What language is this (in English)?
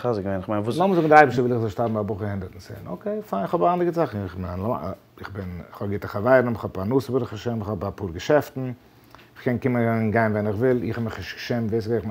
Yiddish